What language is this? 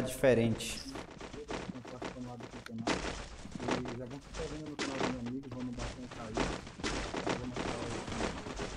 Portuguese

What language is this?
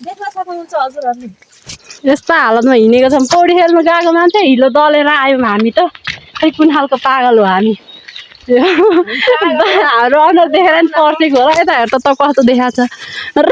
Nepali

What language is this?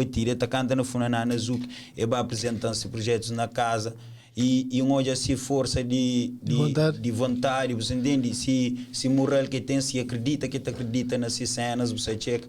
Kabuverdianu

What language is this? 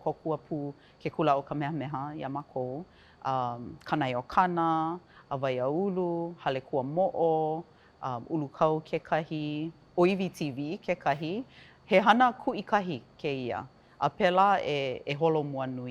Hawaiian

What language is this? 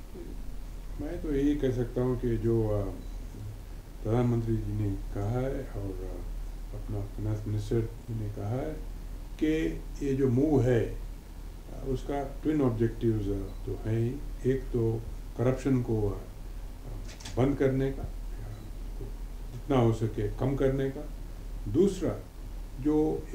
Hindi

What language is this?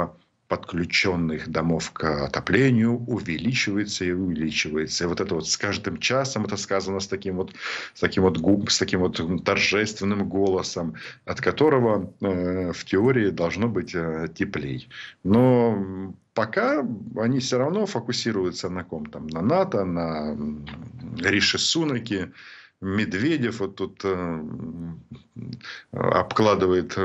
Russian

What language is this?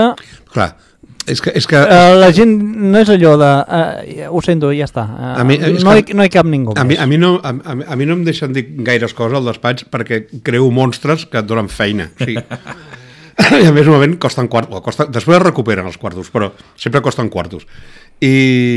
Catalan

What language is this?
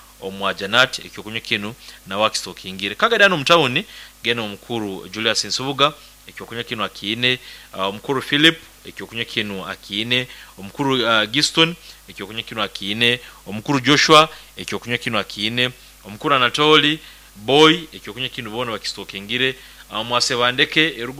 Nyoro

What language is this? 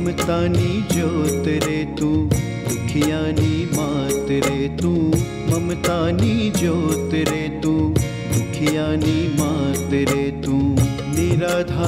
Gujarati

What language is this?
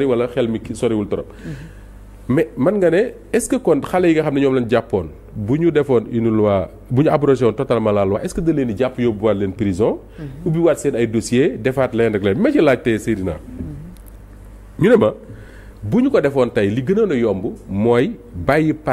Wolof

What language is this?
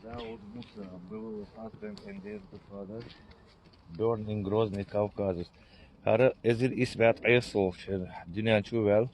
Chechen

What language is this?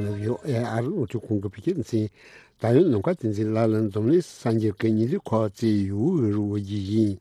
Tibetan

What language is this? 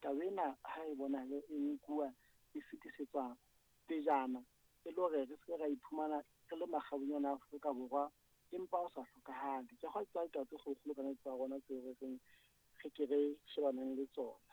Southern Sotho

